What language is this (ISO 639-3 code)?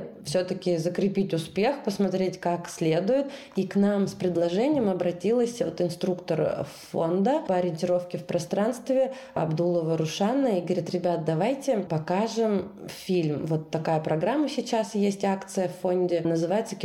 rus